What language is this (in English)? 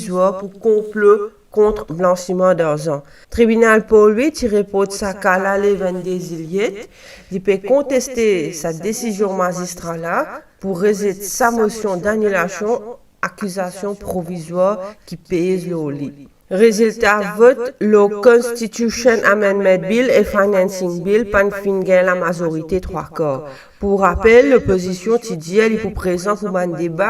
Morisyen